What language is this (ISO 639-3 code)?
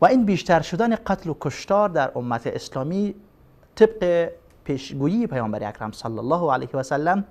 fas